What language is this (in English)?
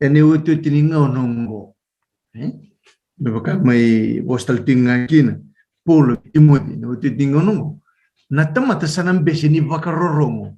Fijian